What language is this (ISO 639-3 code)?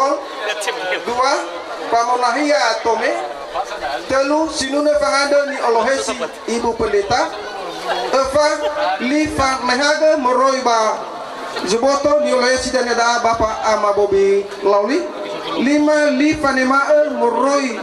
nia